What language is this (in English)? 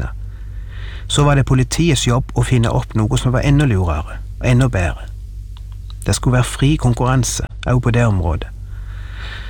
Norwegian